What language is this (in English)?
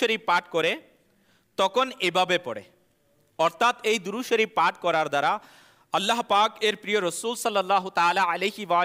Bangla